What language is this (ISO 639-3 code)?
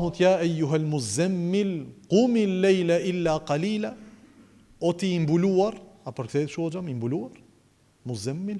sqi